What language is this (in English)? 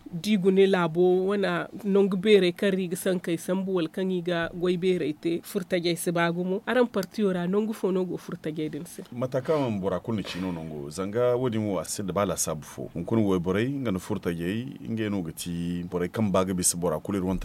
Zarma